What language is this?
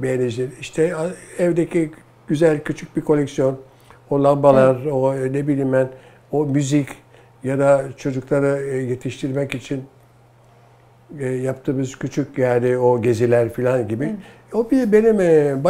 Turkish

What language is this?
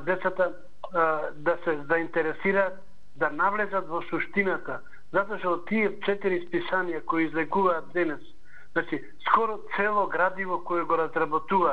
Macedonian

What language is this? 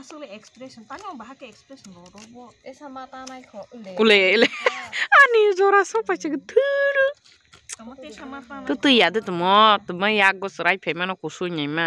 Kok Borok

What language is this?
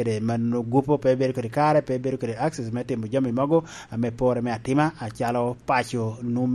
Lango (Uganda)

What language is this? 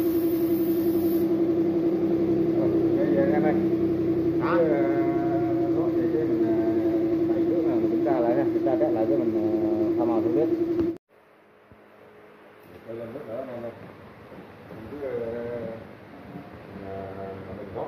Vietnamese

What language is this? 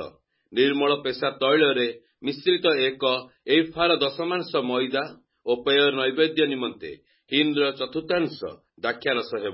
Odia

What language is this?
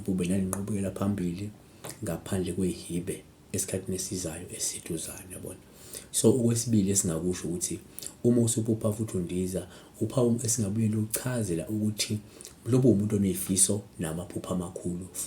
Zulu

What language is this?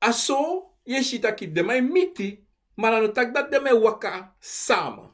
Sranan Tongo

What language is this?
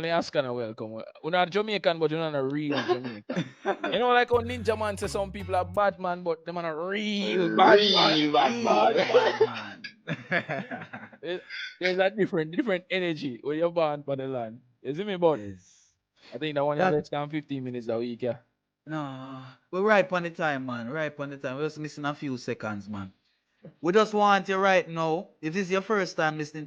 Jamaican Creole English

